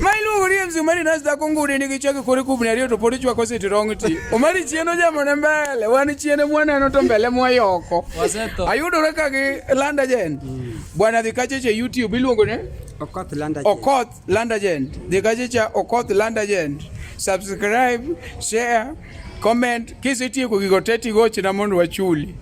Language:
Luo (Kenya and Tanzania)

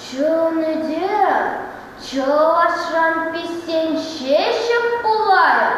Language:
Chuvash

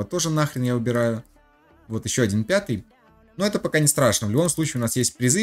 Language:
Russian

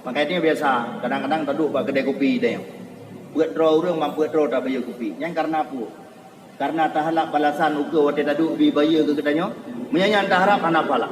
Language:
Achinese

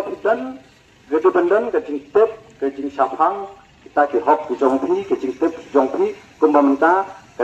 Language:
Khasi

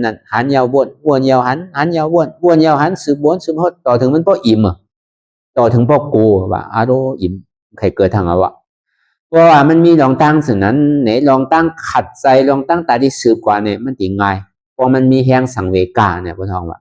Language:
Shan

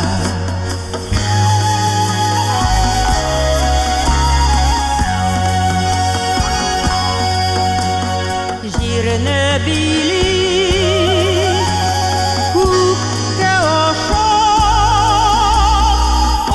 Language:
Tatar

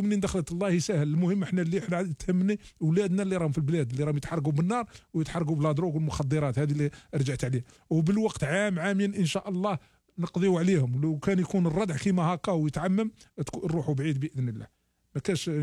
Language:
Algerian Arabic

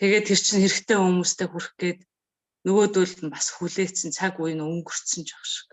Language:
Mongolian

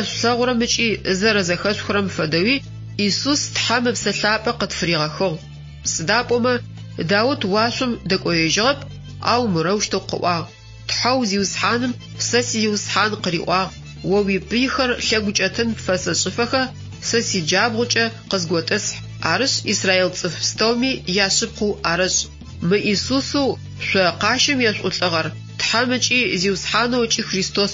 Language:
Adyghe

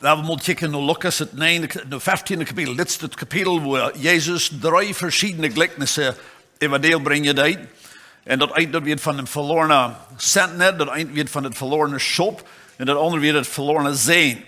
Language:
Plautdietsch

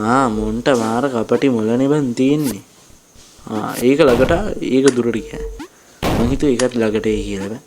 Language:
Sinhala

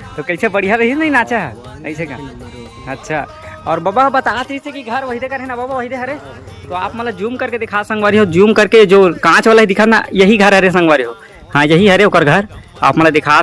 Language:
Chhattisgarhi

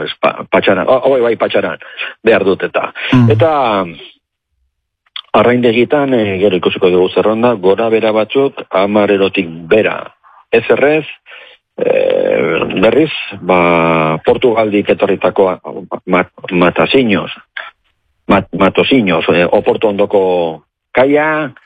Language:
Basque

